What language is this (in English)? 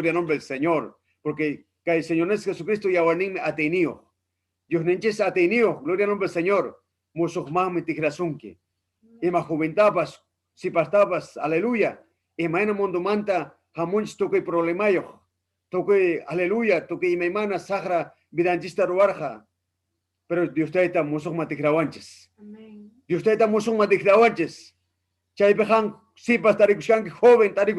Ayacucho Quechua